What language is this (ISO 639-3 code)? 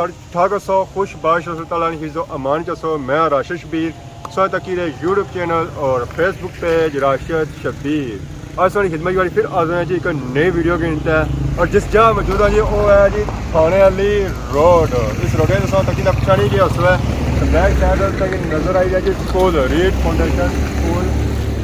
phr